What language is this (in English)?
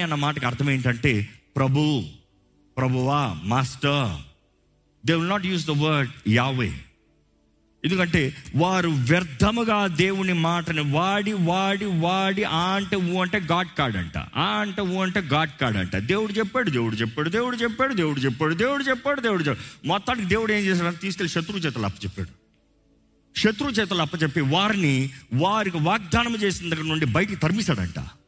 Telugu